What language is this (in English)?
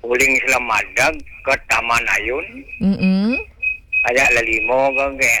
Balinese